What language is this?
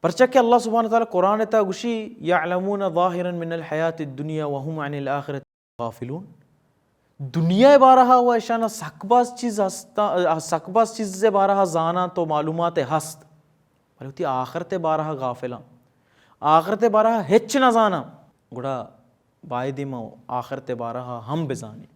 Baluchi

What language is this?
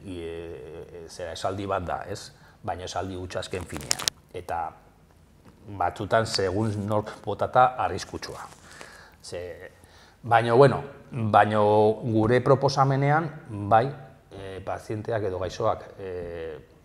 Basque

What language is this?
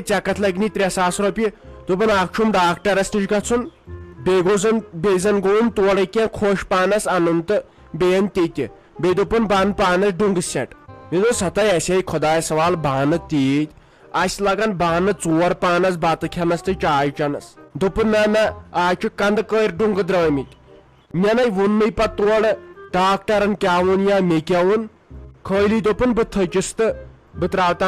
Kashmiri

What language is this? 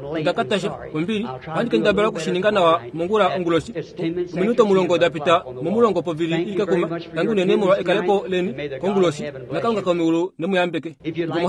Kuanyama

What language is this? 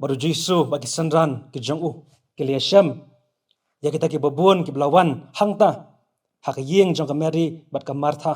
Khasi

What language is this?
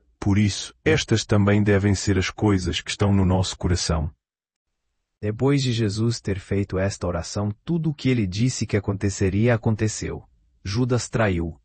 Portuguese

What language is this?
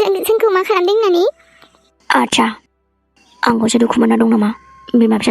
Bodo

